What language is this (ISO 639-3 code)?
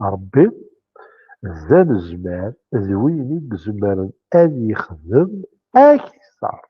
kab